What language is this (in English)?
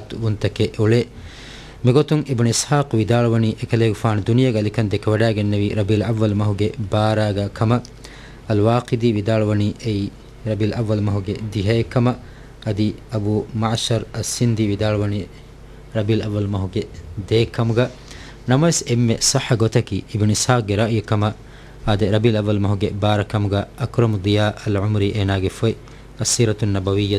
Divehi